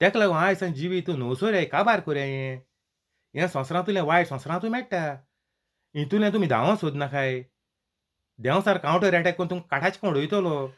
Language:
Konkani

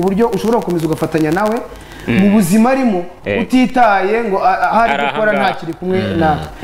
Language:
Kinyarwanda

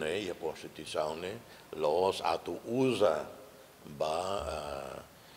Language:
Tetum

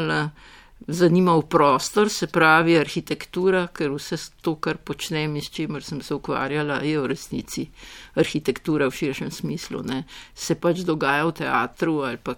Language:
Slovenian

